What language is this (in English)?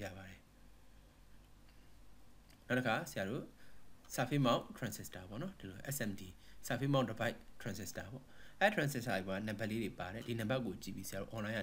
Burmese